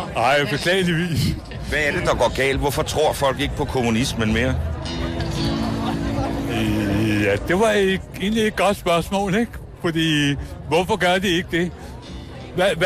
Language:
Danish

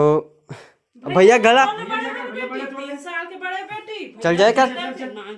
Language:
Chhattisgarhi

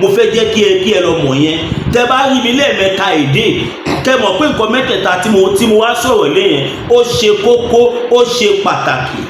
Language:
Yoruba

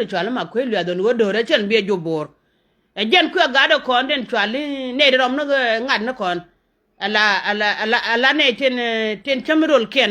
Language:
Nuer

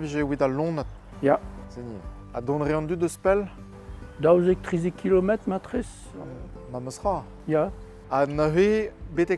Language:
Breton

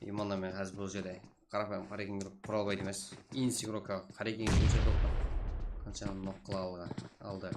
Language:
Kara-Kalpak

